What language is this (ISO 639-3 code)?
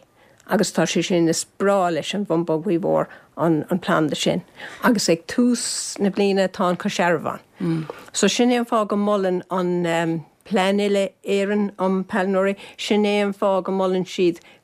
gle